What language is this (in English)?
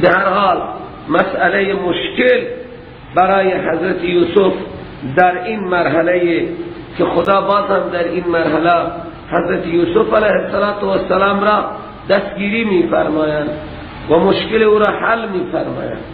Persian